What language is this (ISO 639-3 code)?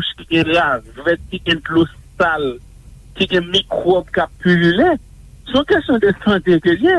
hat